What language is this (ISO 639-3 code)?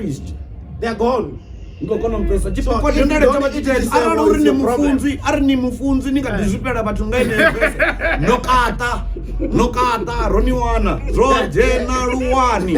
ven